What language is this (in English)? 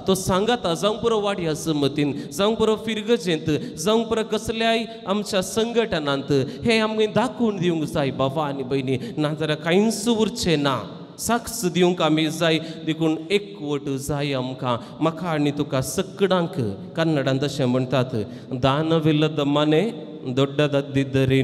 Konkani